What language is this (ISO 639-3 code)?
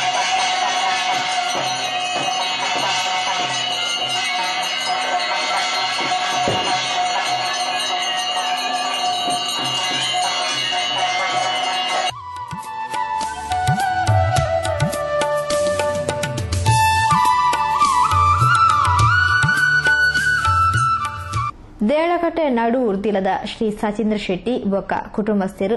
tcy